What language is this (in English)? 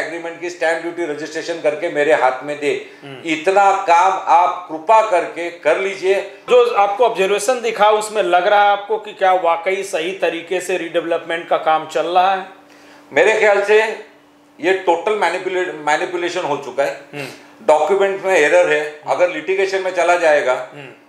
Hindi